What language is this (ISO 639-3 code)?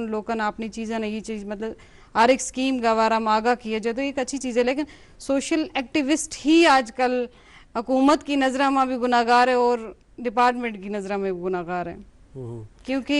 gju